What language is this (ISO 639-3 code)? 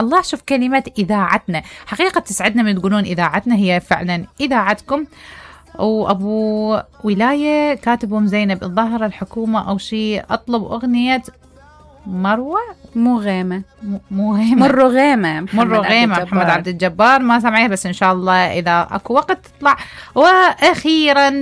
acm